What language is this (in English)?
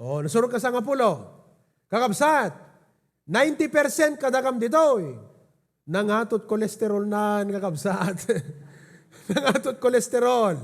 Iloko